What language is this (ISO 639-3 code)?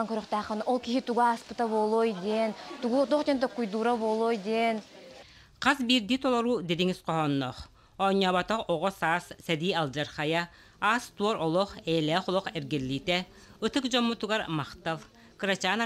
sah